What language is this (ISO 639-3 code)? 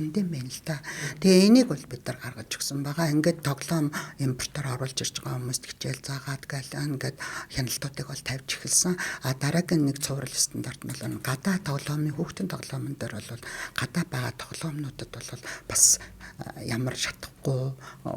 mon